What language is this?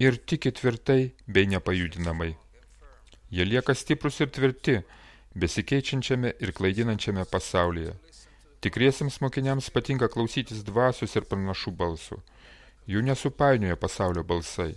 Lithuanian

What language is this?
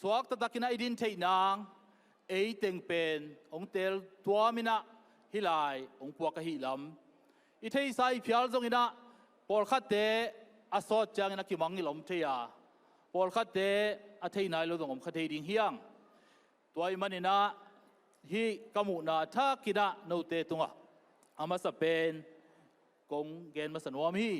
Tedim Chin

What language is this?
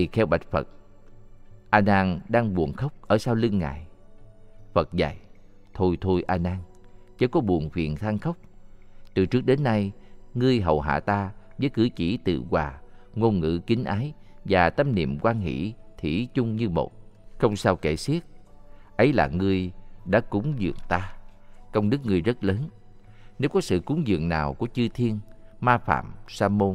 Vietnamese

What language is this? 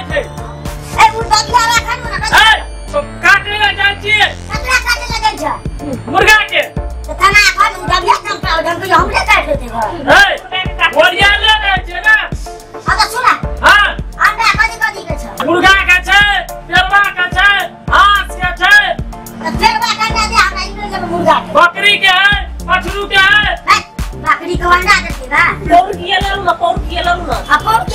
Maithili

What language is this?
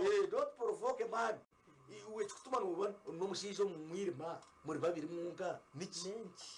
Nyankole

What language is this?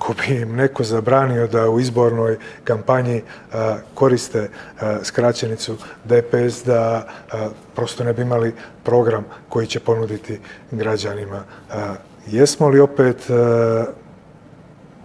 Serbian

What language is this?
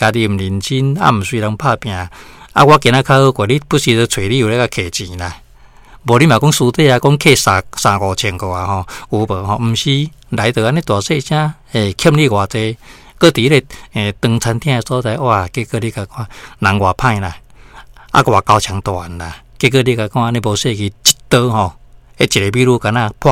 Min Nan Chinese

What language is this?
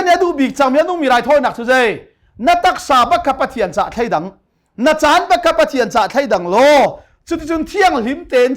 Hakha Chin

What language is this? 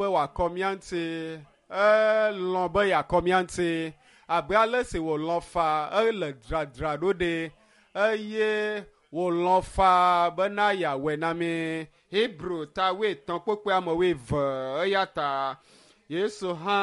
Ewe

